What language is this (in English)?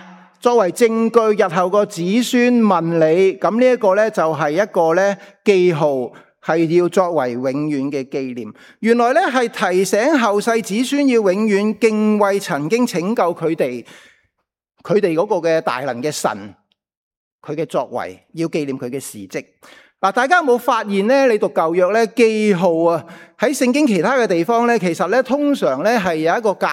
Cantonese